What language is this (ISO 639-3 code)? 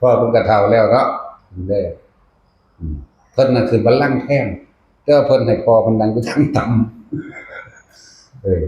tts